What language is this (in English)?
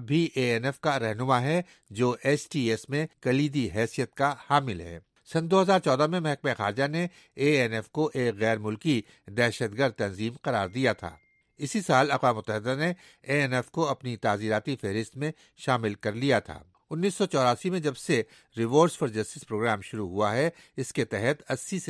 Urdu